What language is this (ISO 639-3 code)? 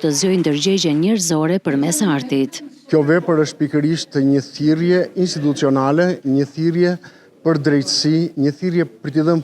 sqi